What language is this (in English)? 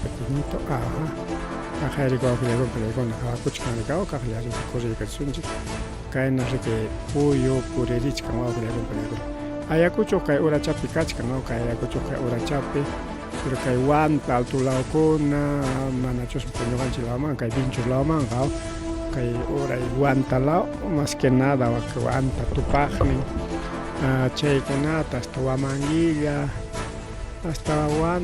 Ayacucho Quechua